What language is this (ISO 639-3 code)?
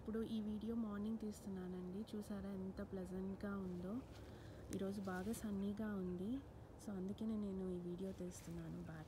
tel